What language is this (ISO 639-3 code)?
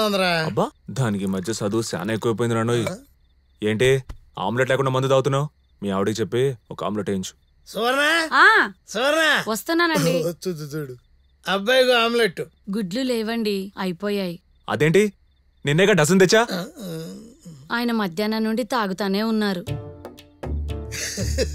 tel